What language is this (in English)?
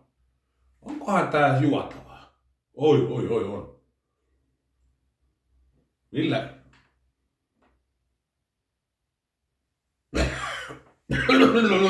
Finnish